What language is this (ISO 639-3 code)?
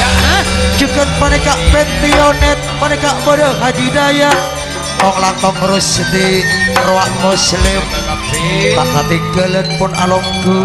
mad